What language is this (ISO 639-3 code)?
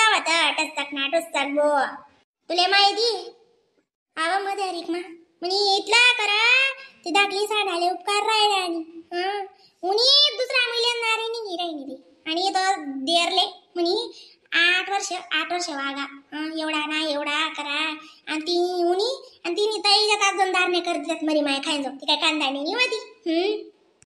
khn